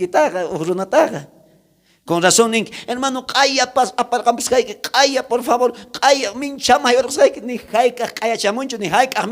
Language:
South Bolivian Quechua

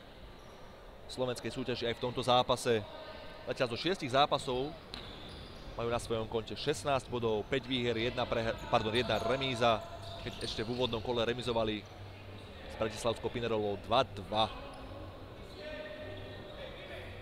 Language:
Slovak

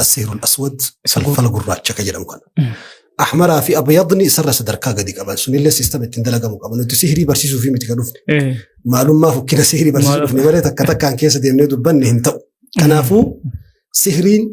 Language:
Oromo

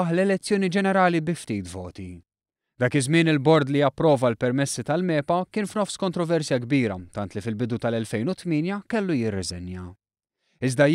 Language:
Maltese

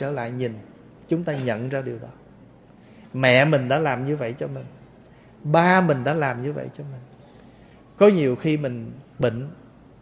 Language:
Vietnamese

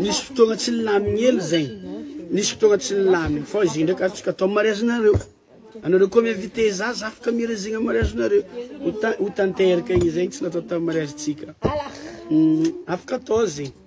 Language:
Malagasy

